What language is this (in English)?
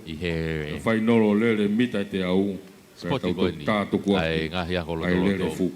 Tongan